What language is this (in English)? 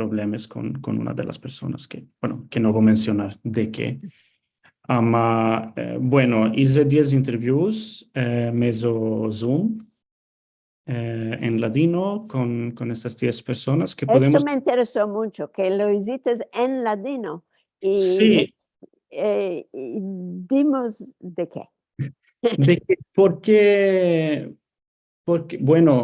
Ladino